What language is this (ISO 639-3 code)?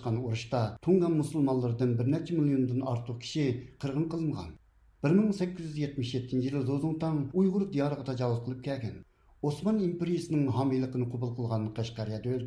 uig